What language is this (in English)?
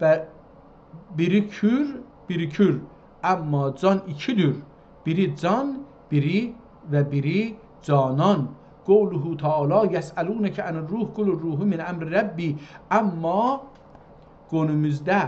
South Azerbaijani